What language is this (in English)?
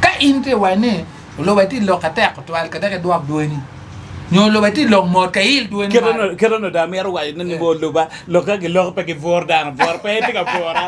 Acoli